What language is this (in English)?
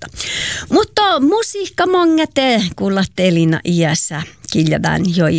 Finnish